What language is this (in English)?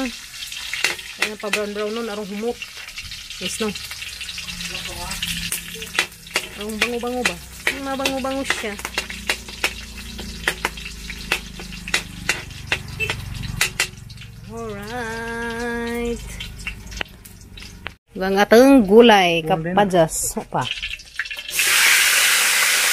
Filipino